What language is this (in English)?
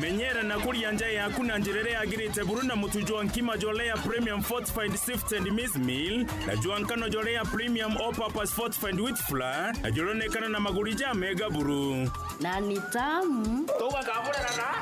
Meru